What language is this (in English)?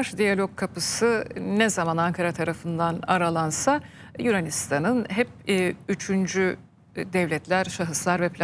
Turkish